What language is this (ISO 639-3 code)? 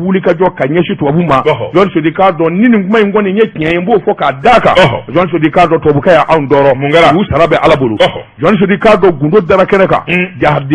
bam